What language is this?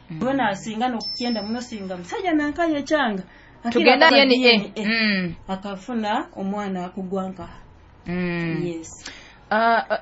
Nyoro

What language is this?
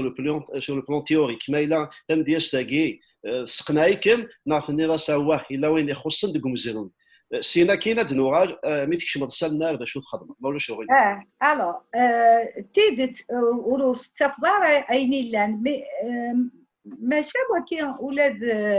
Kabyle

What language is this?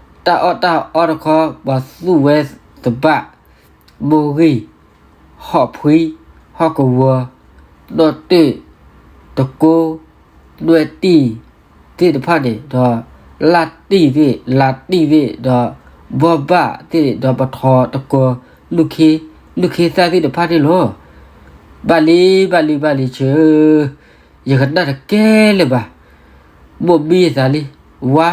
S'gaw Karen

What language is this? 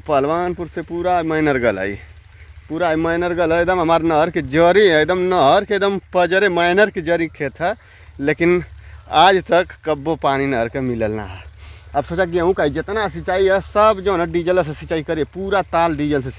Bhojpuri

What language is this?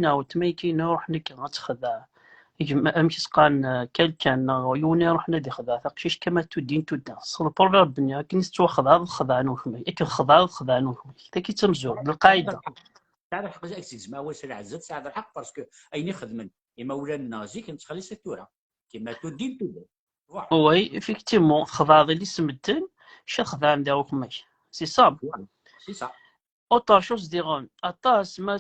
Kabyle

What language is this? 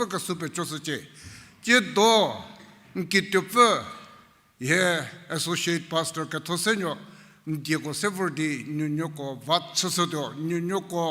Angami Naga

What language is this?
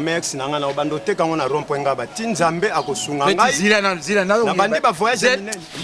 Lingala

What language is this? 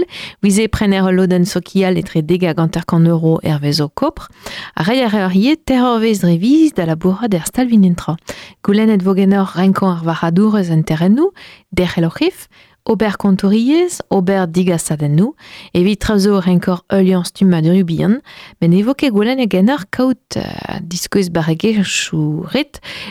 Breton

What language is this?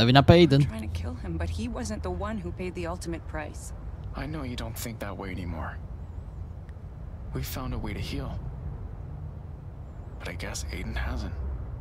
Romanian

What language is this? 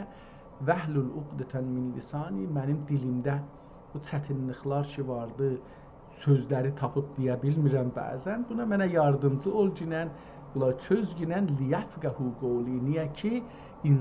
South Azerbaijani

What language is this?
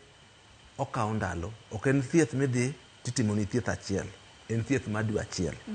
Luo (Kenya and Tanzania)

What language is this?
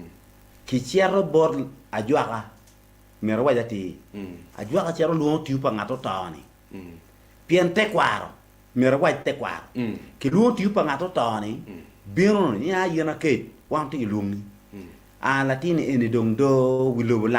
Acoli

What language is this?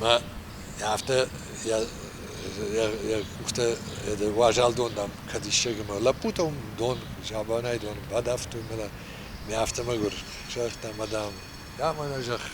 Ossetic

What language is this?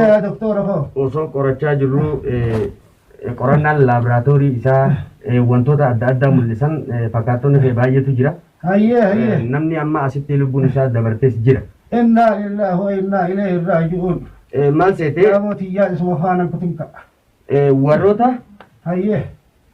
Oromo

